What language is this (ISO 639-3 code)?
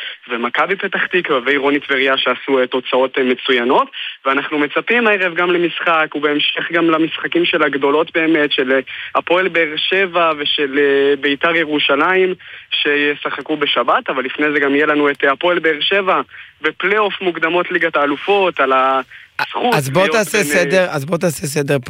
heb